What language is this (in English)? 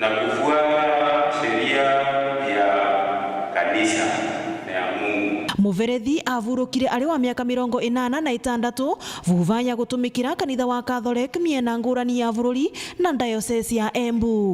Meru